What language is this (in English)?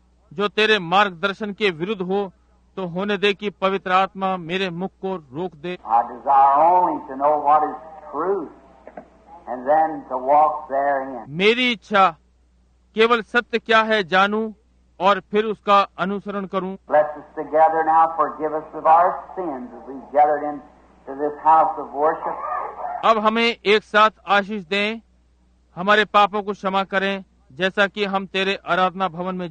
Hindi